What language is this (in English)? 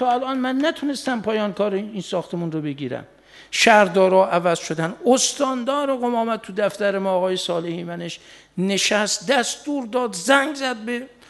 Persian